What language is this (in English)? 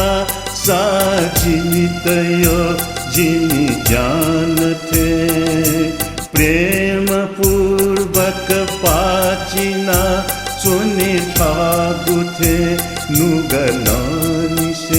Newari